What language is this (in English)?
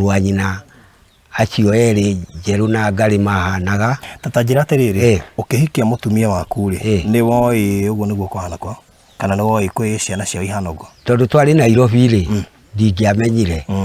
Kikuyu